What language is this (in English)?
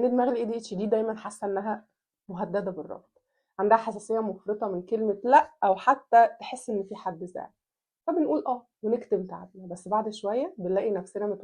Egyptian Arabic